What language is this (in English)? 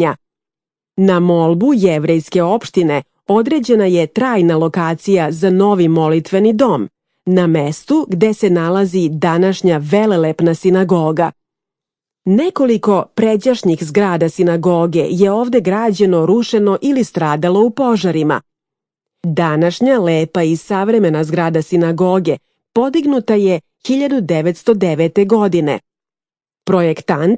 Serbian